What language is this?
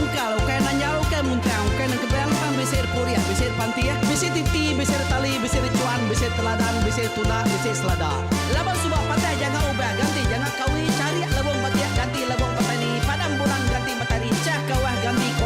Iban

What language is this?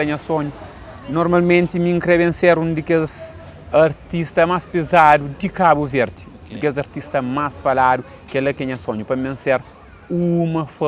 Kabuverdianu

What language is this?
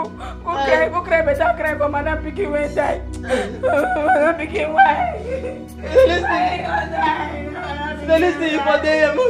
Nigerian Pidgin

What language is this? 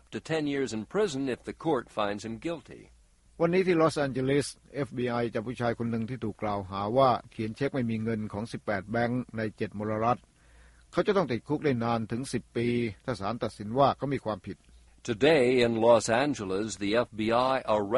Thai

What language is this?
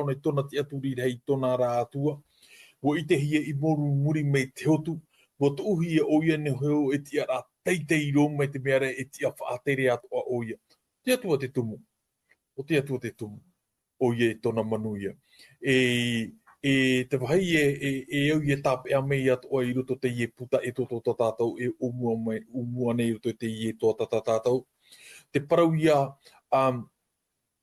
Tahitian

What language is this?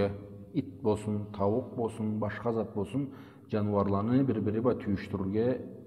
Karachay-Balkar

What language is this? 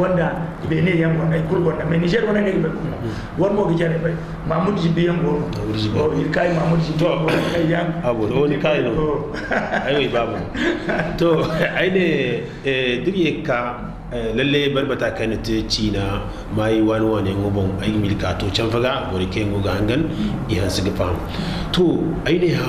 Zarma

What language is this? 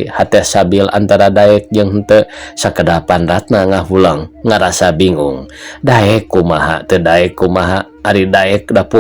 Sundanese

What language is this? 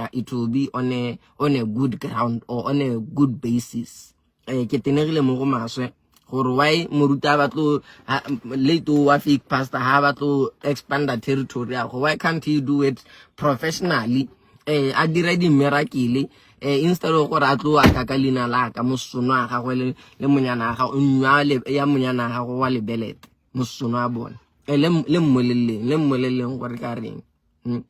Southern Sotho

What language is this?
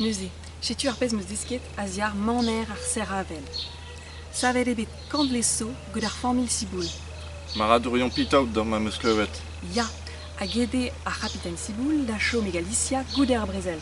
Breton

